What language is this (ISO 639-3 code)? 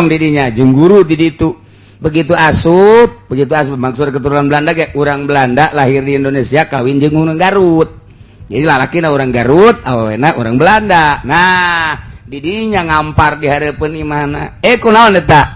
sun